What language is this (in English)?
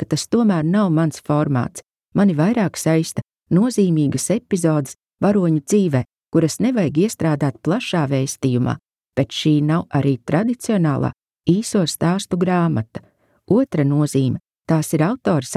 Latvian